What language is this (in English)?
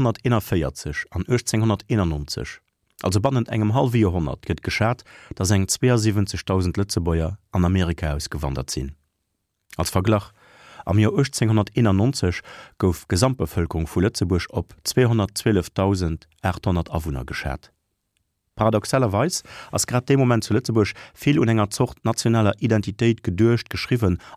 Luxembourgish